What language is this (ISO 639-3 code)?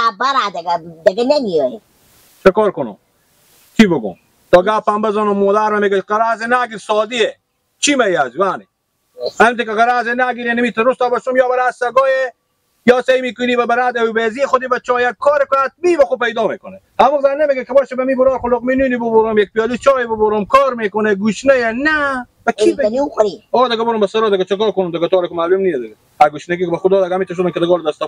fas